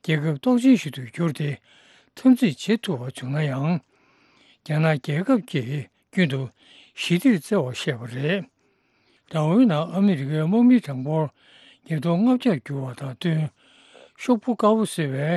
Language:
Tibetan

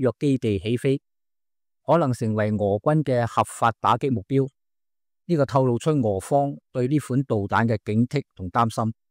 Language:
Cantonese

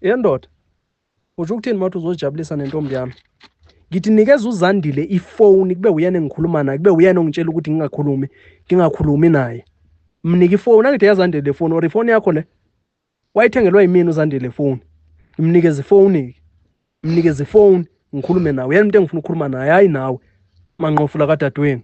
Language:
Zulu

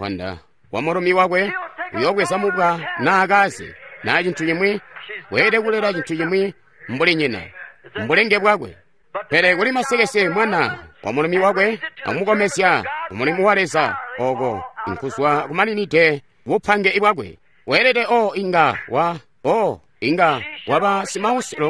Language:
Tonga (Zambia)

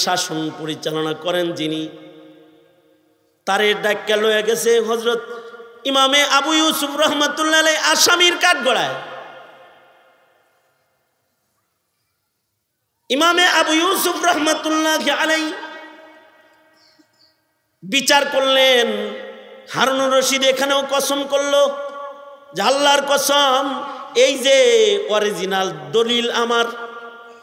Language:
Bangla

